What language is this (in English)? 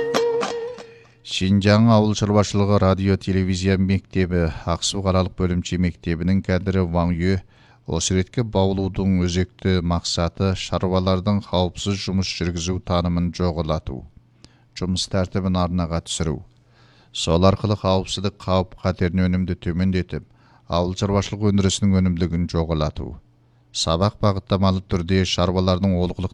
Kazakh